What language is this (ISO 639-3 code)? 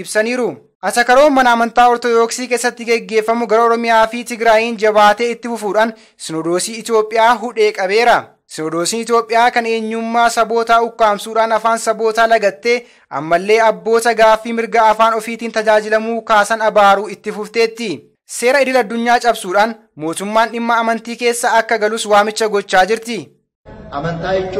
orm